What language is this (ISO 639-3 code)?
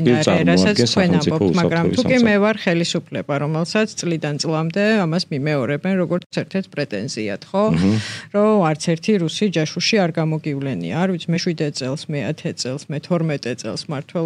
kat